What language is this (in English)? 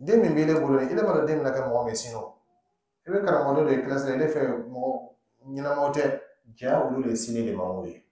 Dyula